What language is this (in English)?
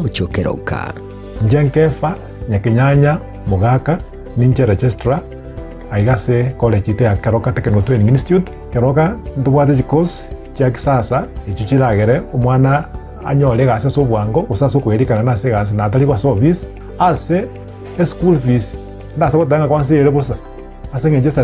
Gusii